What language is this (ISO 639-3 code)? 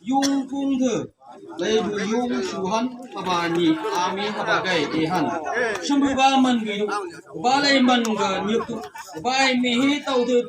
nph